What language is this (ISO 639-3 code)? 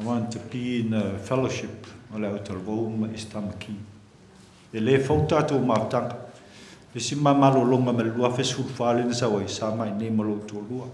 smo